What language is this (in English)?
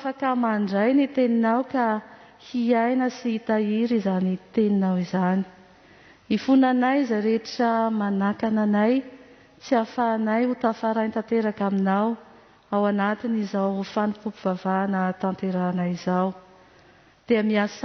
Malagasy